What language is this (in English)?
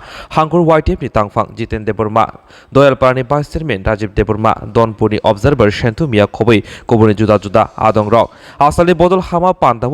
Kok Borok